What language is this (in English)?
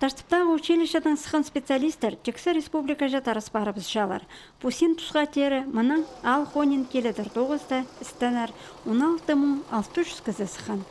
Khakas